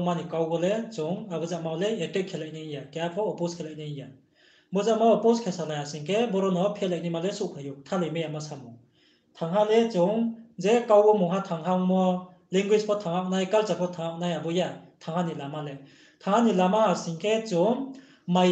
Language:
Riang (India)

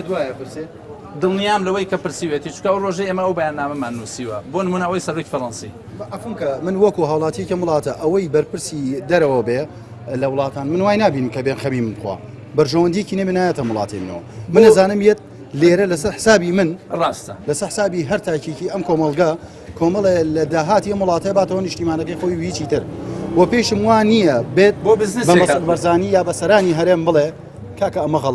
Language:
Central Kurdish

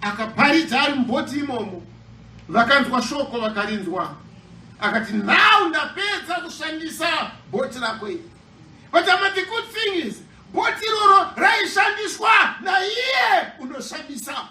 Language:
Shona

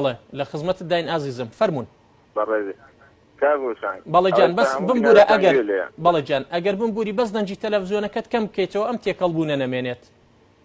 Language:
Central Kurdish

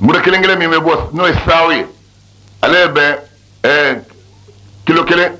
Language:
Bambara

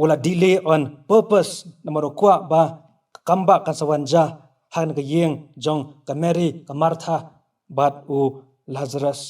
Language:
Khasi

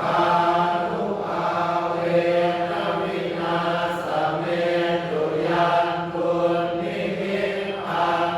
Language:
Pali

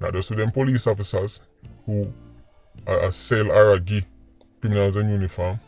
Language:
Jamaican Creole English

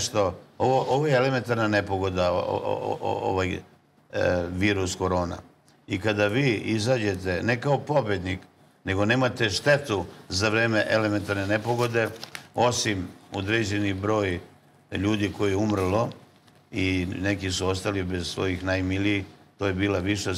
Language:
Serbian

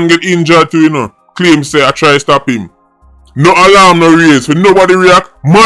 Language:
Jamaican Creole English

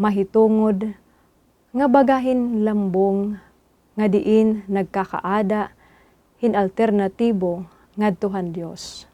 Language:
Waray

